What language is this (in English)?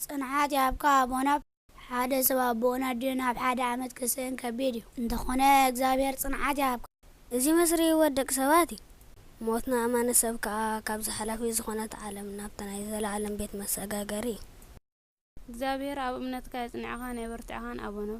Tigrinya